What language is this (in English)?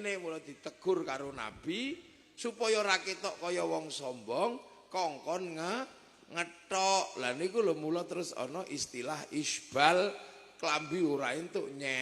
Javanese